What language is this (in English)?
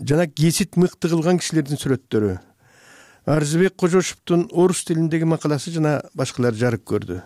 Kyrgyz